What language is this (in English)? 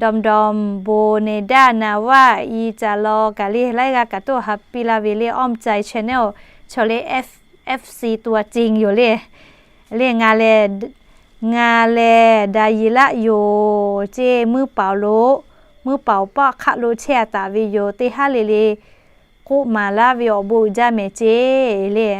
Lahu